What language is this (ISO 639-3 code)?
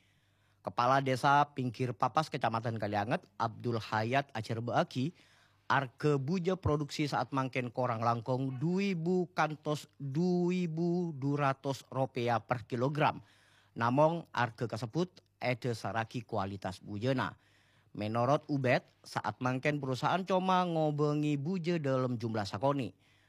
mad